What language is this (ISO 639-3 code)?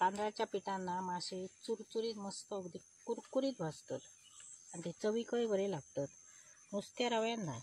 kok